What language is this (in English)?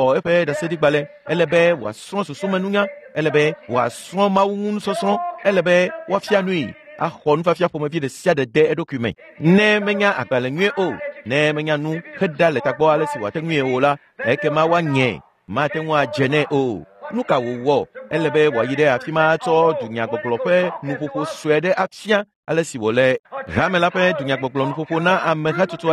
Ewe